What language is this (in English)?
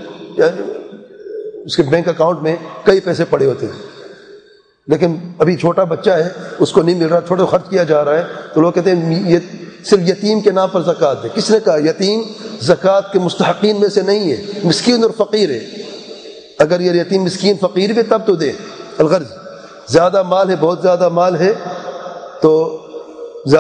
Urdu